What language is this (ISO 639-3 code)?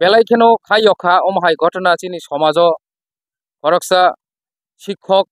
trp